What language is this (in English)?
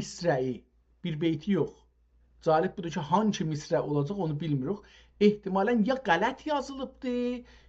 South Azerbaijani